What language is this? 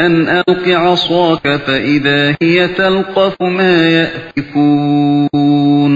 Uyghur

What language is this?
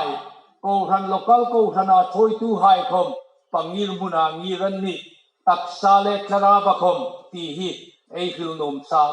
Hmar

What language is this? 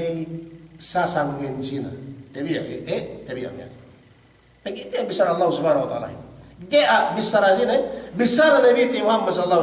Yakan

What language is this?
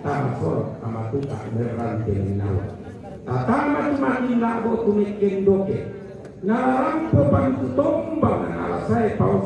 Toraja-Sa'dan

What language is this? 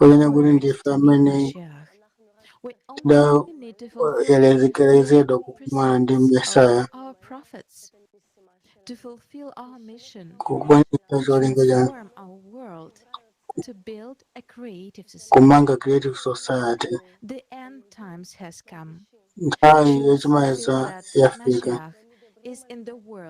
Nyanja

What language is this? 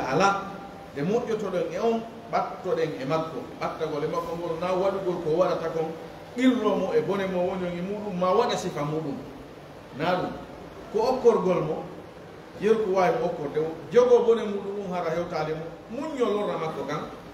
Fula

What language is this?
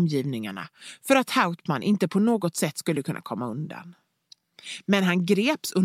Swedish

